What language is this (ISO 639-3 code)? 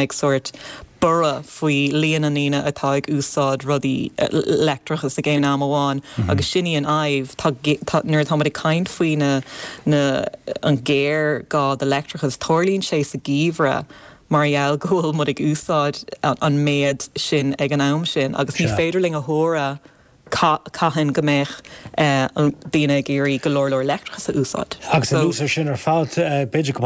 gle